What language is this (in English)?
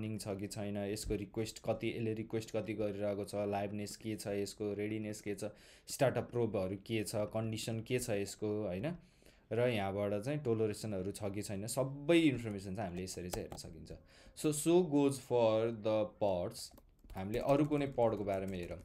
Nepali